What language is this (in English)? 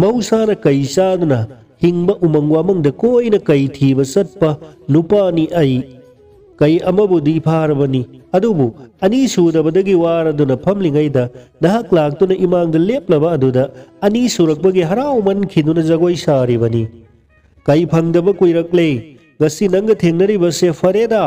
Manipuri